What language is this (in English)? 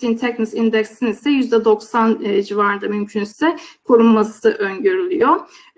Turkish